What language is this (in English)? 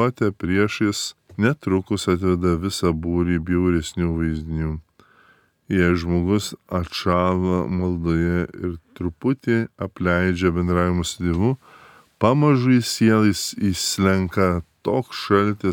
Lithuanian